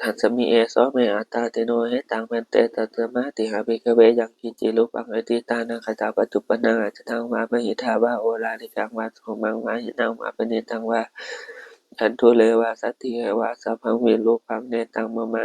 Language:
Pali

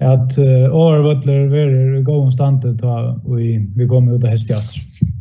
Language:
Faroese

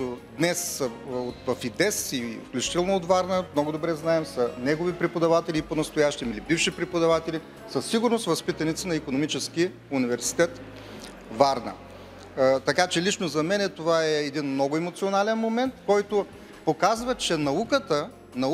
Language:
Bulgarian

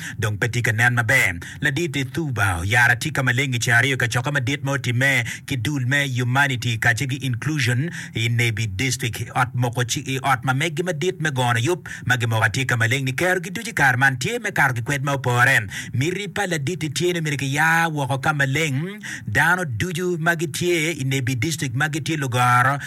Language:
Acoli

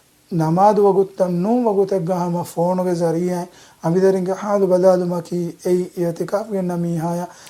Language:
Divehi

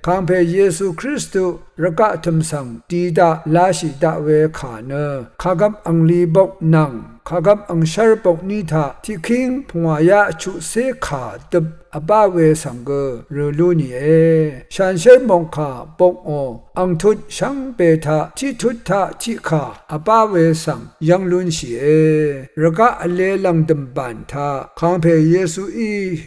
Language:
Rawang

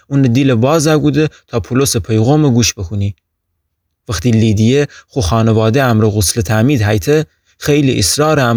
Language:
Gilaki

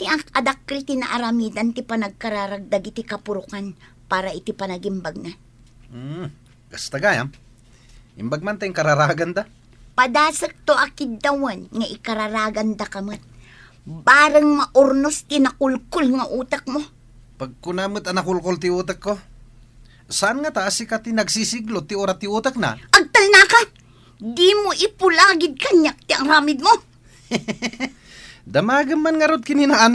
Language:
Iloko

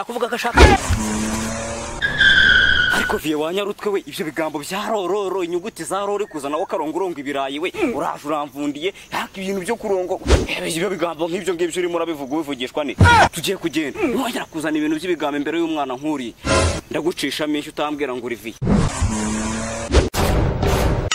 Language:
Kinyarwanda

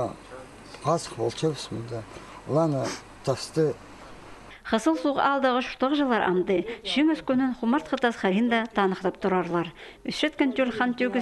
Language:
Khakas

